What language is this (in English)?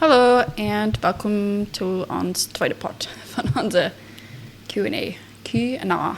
Plautdietsch